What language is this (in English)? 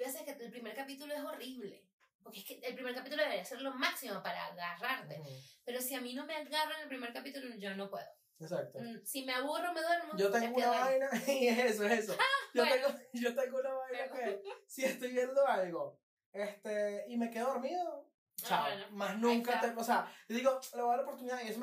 Spanish